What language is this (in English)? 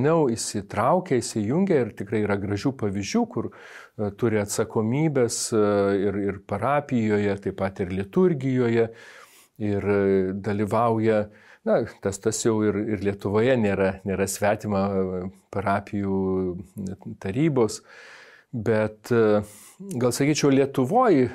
Lithuanian